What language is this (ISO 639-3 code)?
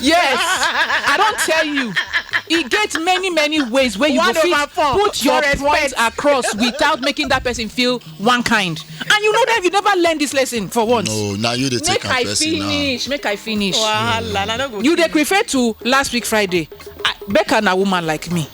pcm